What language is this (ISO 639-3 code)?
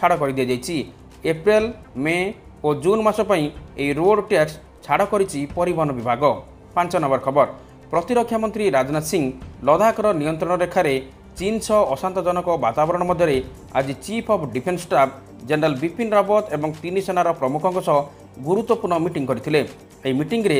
ori